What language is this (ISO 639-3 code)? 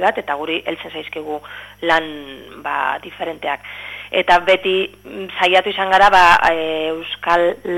eus